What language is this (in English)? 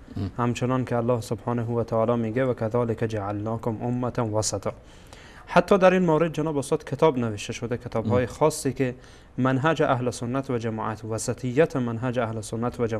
Persian